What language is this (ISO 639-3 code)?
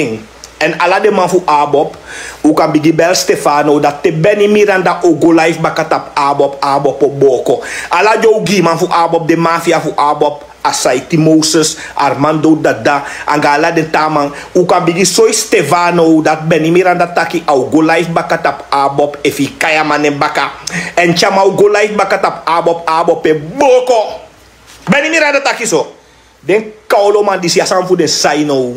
srn